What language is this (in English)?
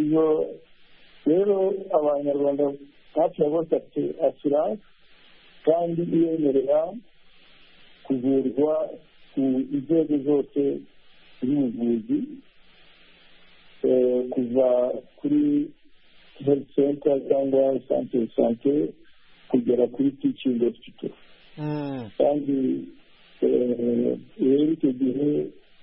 Kinyarwanda